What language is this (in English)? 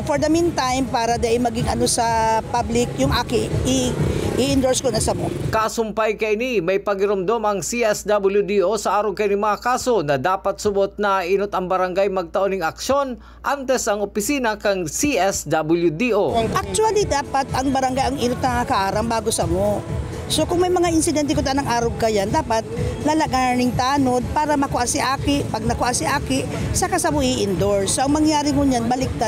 Bikol